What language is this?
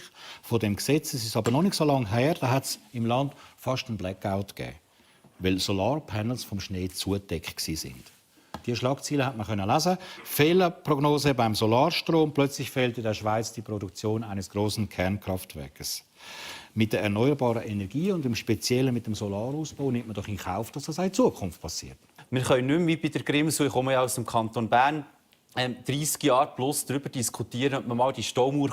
Swiss German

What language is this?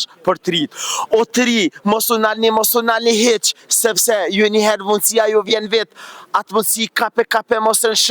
Albanian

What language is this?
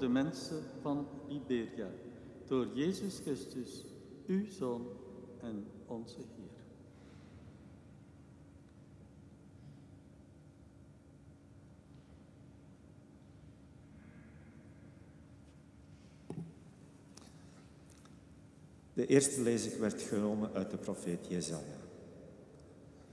Dutch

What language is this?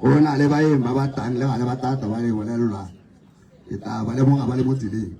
Tswana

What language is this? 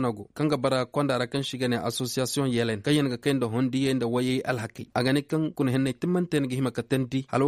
Koyraboro Senni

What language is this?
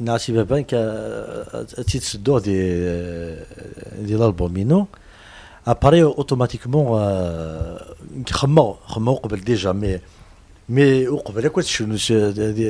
Kabyle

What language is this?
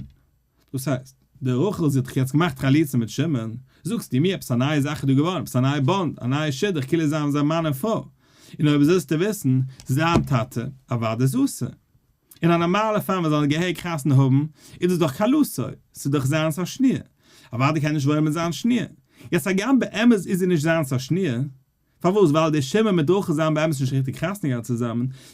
Yiddish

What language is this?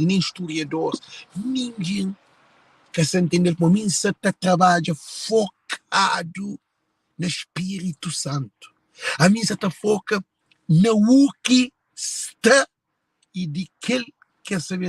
Kabuverdianu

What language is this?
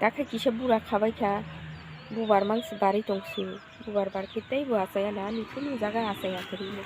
Kok Borok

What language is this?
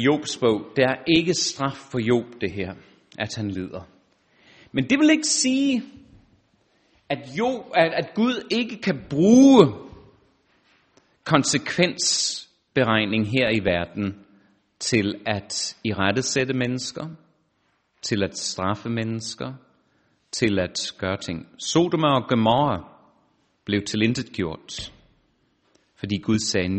Danish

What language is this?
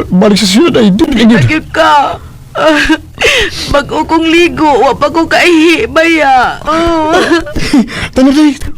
Cebuano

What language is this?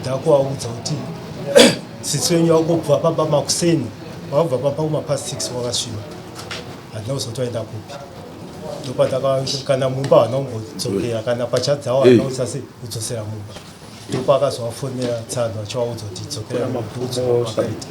Shona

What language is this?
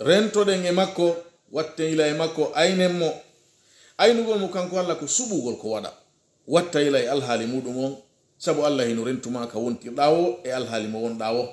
Pular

